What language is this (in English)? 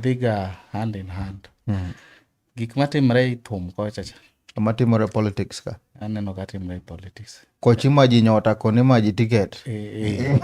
Luo (Kenya and Tanzania)